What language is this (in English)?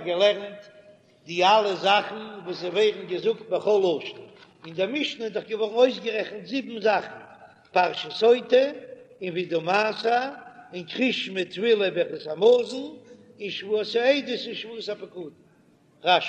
Yiddish